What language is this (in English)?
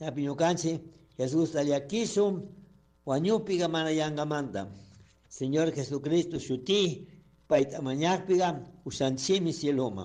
Chimborazo Highland Quichua